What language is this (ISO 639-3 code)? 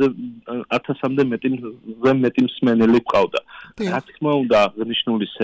kat